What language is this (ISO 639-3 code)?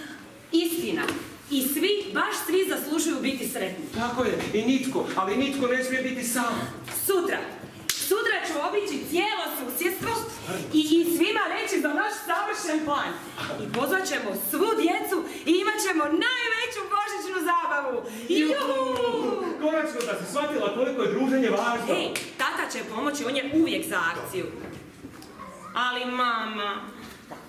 hrv